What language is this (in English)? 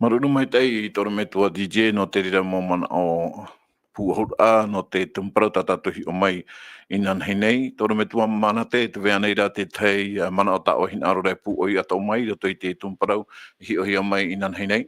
Tahitian